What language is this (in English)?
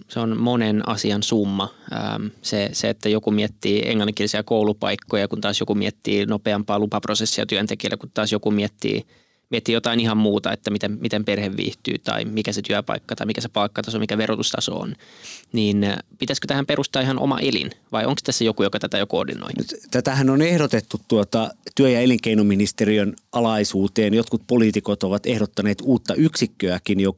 Finnish